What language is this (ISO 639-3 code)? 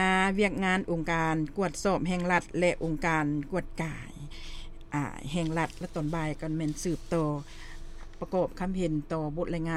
lao